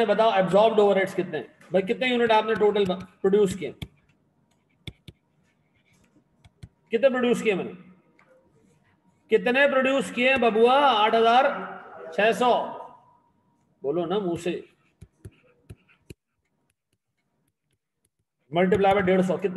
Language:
Hindi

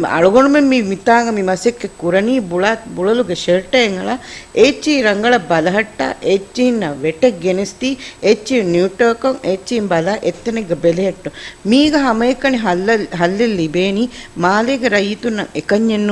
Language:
Divehi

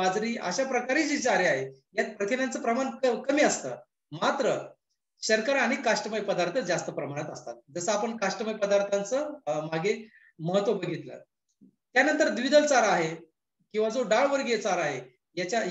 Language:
Marathi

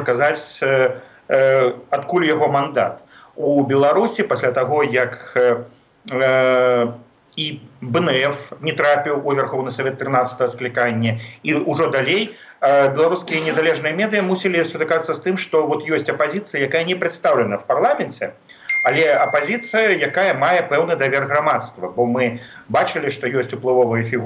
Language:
Belarusian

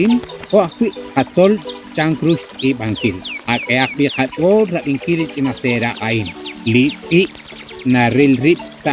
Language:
Kekchí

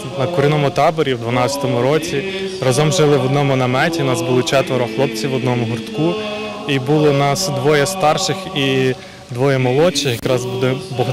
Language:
Ukrainian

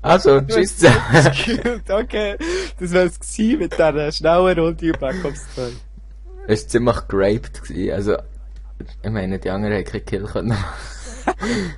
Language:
Swiss German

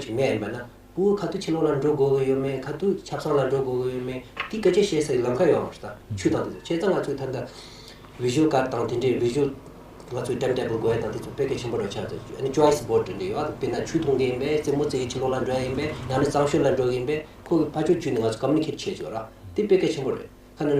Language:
Tibetan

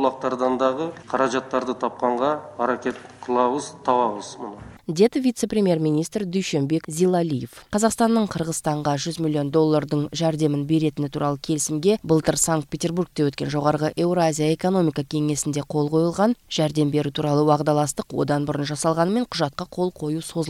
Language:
Kyrgyz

